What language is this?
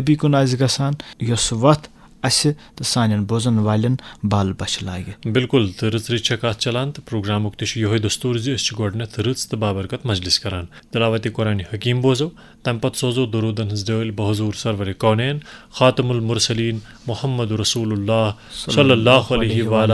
Kashmiri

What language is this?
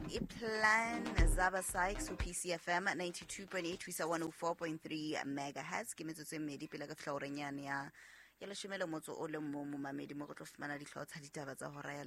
Southern Sotho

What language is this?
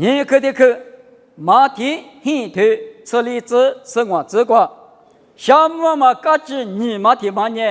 Lisu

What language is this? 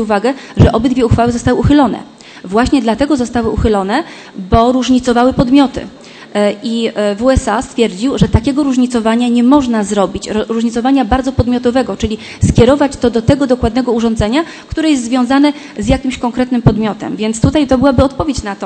Polish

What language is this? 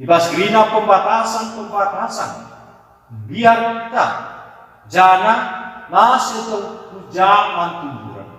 Batak Karo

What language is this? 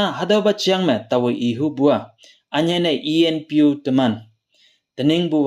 Konyak Naga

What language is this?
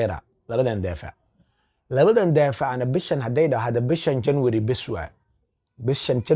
Somali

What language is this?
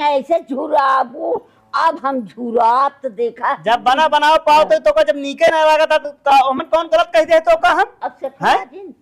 Awadhi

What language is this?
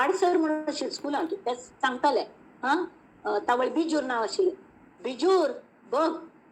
Konkani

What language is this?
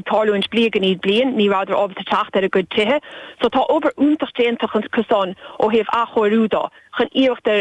Irish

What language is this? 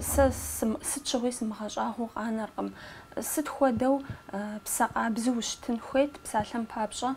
Kabardian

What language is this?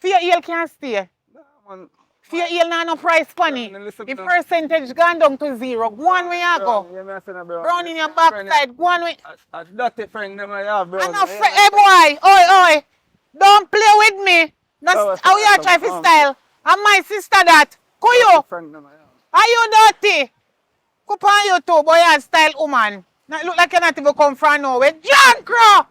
Jamaican Creole English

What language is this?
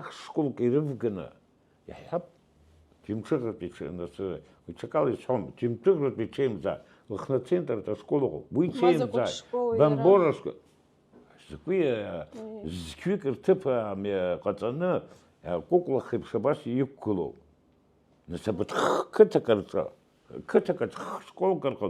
Abkhazian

